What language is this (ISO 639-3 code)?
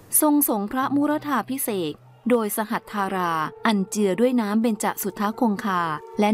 tha